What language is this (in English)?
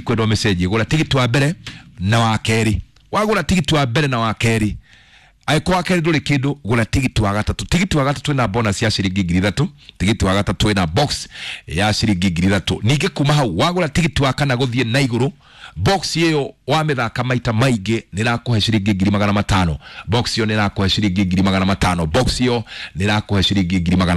Kikuyu